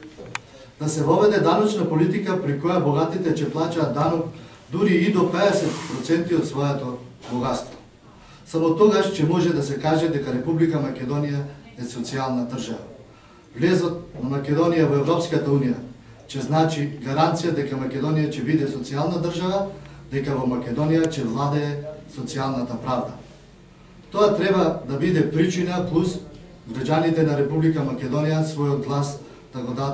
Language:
Macedonian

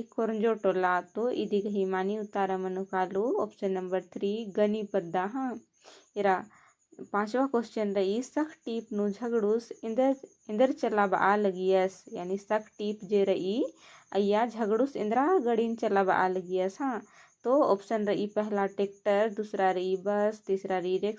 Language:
Kurukh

